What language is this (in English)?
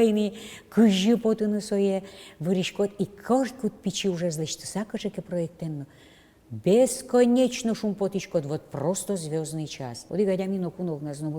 Udmurt